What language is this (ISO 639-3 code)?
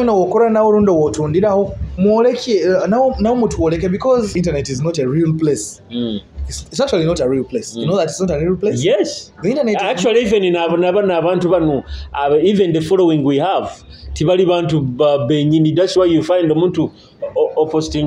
nyo